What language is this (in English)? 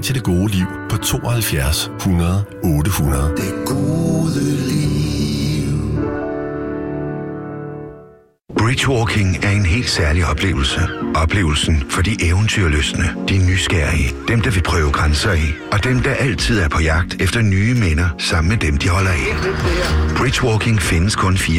Danish